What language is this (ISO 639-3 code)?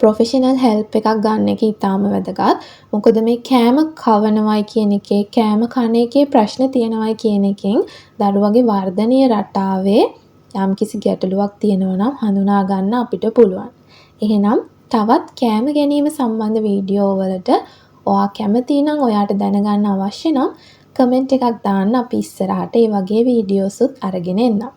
sin